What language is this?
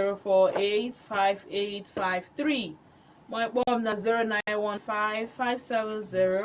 Igbo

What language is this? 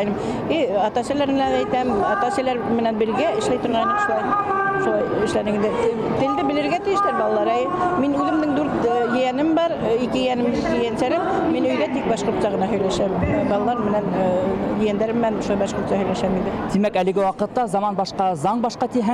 Bashkir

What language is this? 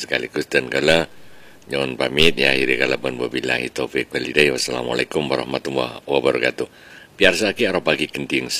Madurese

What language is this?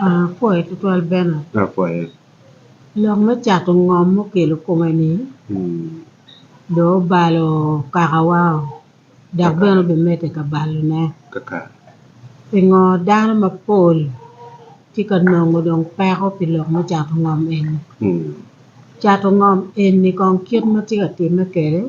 Acoli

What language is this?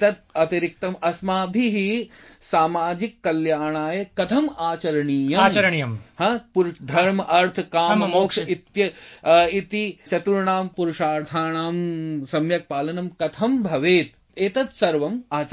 Sanskrit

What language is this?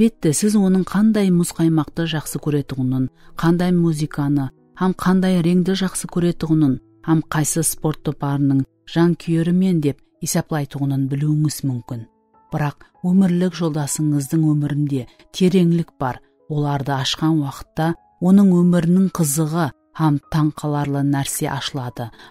Kara-Kalpak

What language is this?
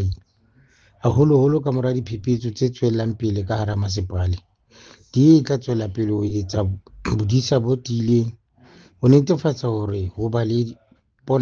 Southern Sotho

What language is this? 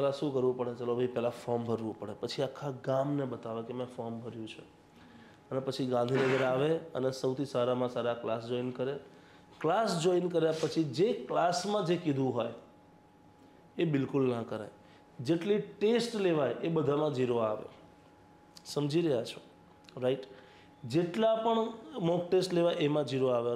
Gujarati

